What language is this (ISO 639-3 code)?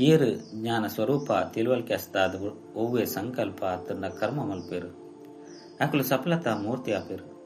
tcy